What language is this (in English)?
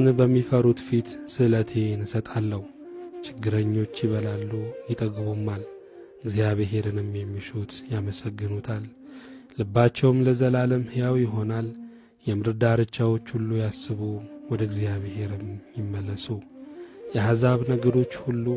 Amharic